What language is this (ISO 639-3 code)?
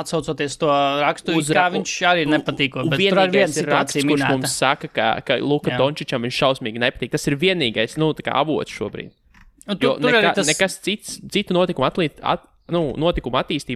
lav